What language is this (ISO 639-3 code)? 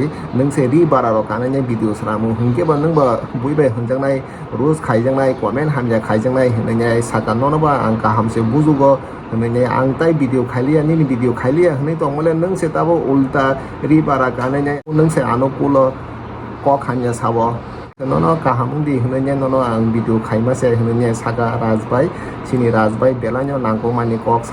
trp